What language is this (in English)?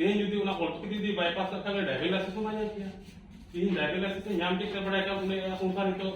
Santali